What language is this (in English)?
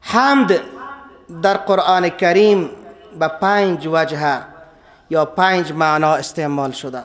Persian